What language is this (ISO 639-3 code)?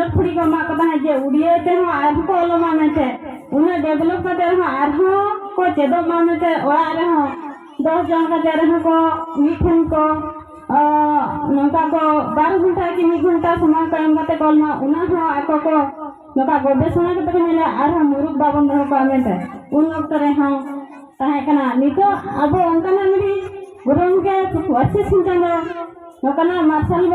sat